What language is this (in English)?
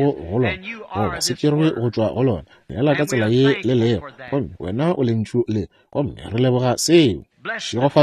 Northern Sotho